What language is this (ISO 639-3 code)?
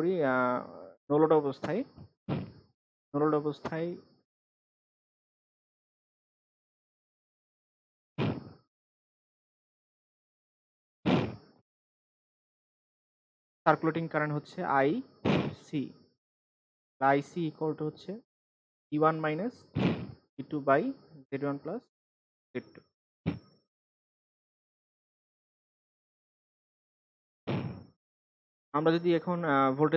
ben